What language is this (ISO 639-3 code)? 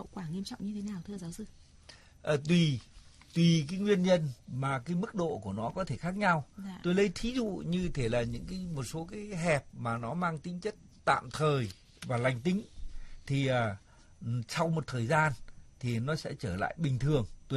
vie